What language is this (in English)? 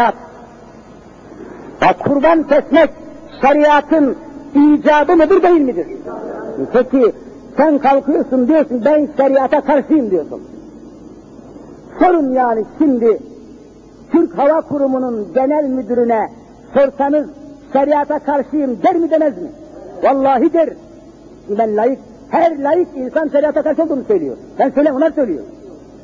Turkish